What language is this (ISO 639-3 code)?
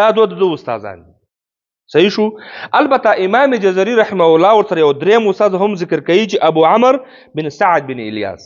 pus